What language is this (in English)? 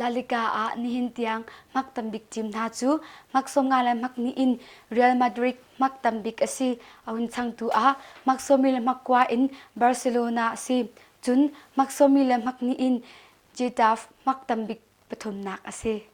Hakha Chin